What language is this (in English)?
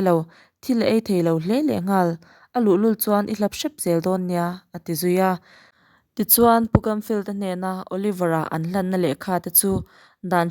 Mizo